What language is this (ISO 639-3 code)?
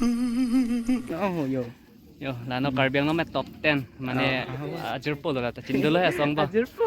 mjw